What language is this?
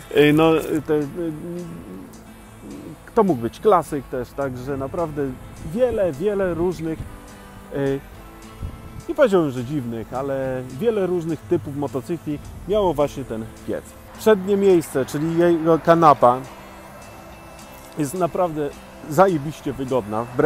Polish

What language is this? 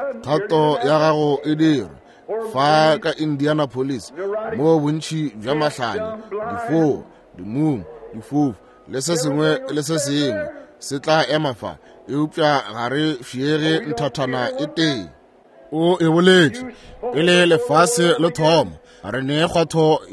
Northern Sotho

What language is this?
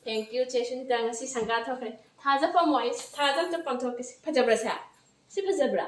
Manipuri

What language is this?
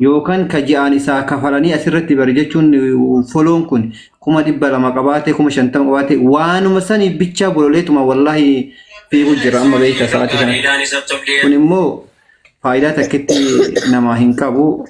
Oromo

